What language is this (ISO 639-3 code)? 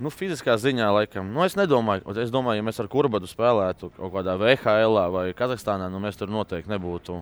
lav